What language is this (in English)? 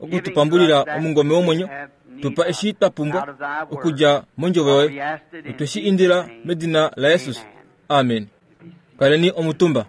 Kuanyama